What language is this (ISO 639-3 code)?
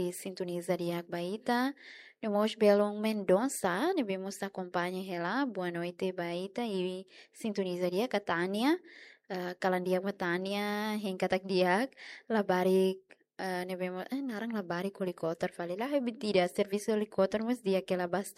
tet